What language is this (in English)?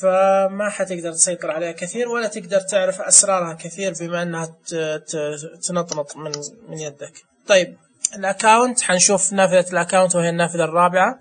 Najdi Arabic